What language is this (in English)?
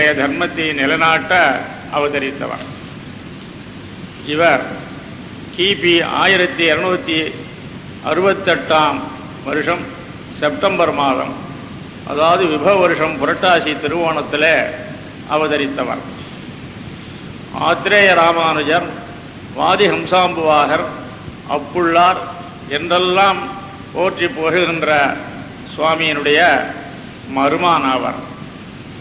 Tamil